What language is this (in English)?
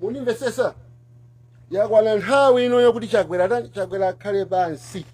Nyanja